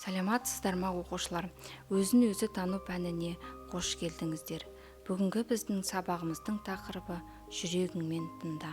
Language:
Kazakh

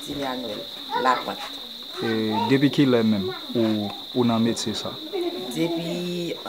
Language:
Haitian Creole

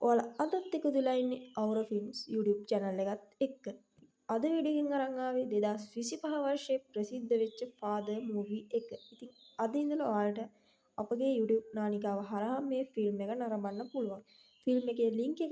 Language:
Sinhala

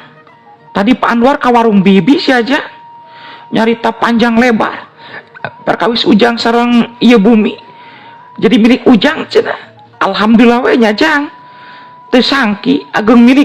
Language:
Sundanese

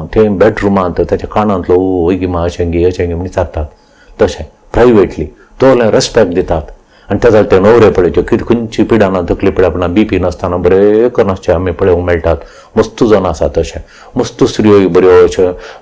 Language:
Konkani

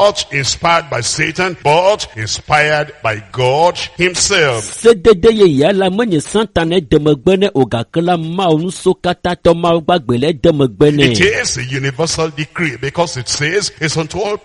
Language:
Ewe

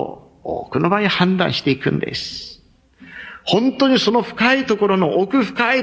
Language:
Japanese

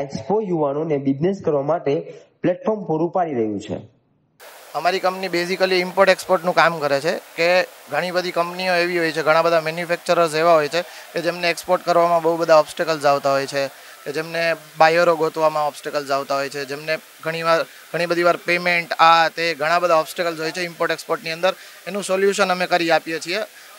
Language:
Gujarati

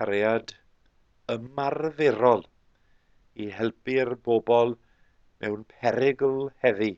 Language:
Welsh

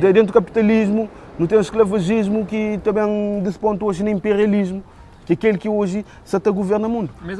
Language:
Kabuverdianu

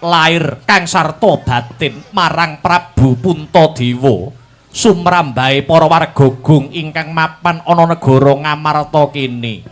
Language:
Javanese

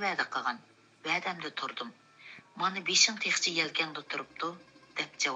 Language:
Uyghur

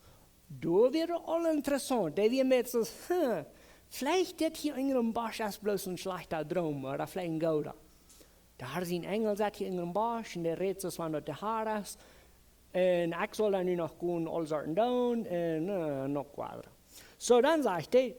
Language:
Plautdietsch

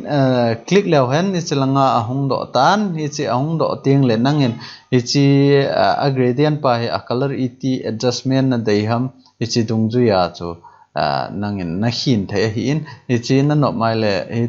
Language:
Thado Chin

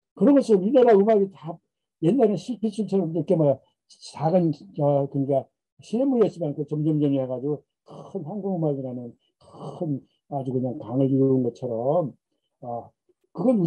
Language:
Korean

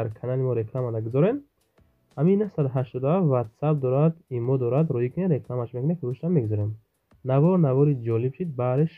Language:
Tajik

